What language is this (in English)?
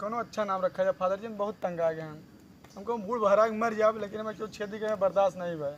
Awadhi